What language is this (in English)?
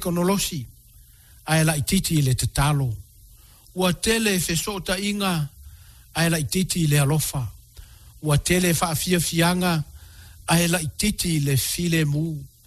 Samoan